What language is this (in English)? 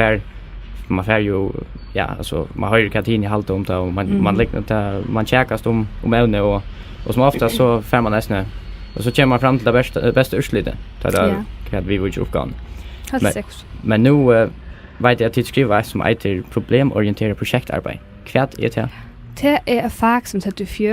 Faroese